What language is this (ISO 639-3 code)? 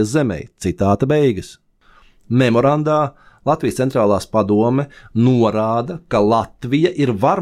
lav